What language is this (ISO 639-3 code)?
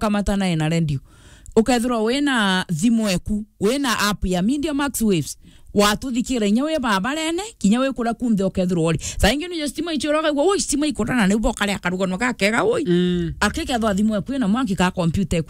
mer